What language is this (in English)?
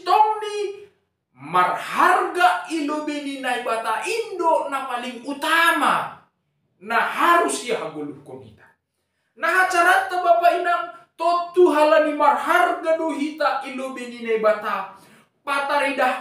Batak Simalungun